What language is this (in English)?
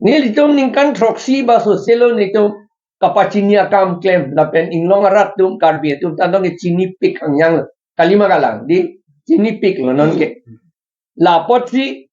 Karbi